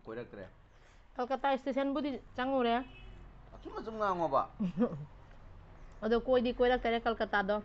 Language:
Manipuri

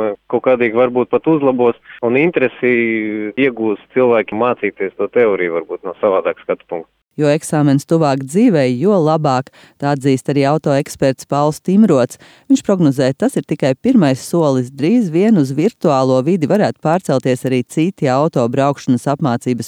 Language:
Latvian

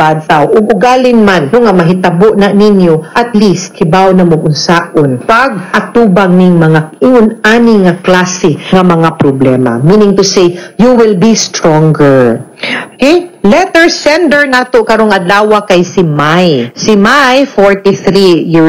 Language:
Cebuano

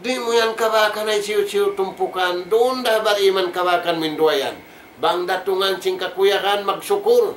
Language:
Tausug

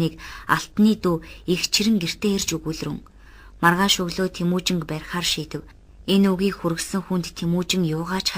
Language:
Mongolian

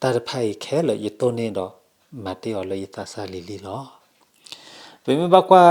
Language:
S'gaw Karen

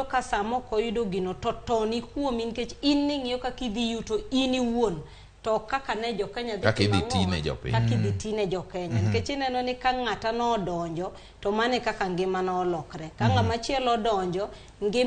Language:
Luo (Kenya and Tanzania)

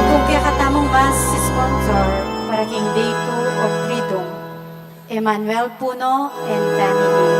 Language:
Pampanga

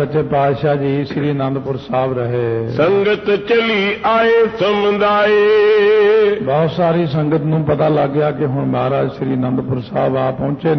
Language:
Punjabi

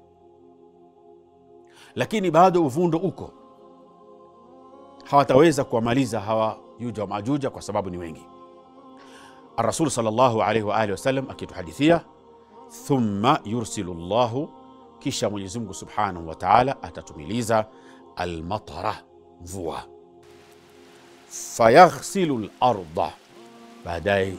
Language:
Swahili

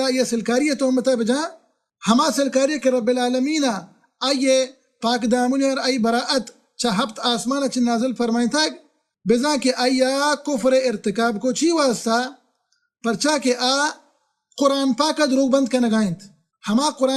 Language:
Baluchi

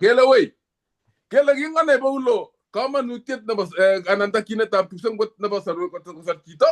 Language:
Kalenjin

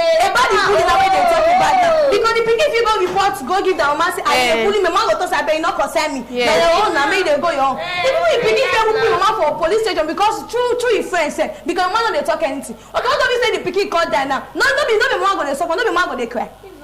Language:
Nigerian Pidgin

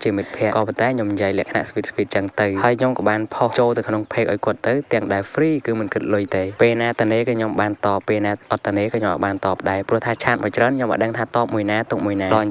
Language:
Khmer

